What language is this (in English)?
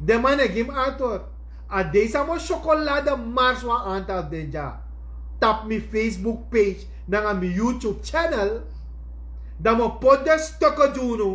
Sranan Tongo